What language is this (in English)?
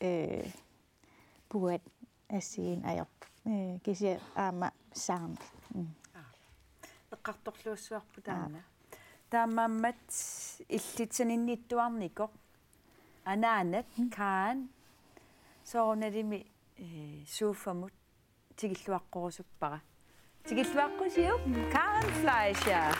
Kalaallisut